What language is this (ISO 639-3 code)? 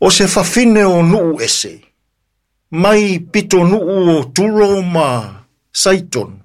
smo